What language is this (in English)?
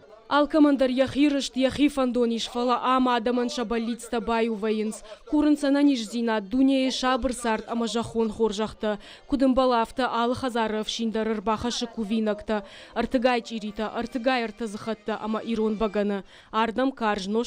Ossetic